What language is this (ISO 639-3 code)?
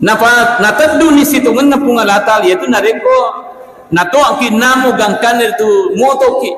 bug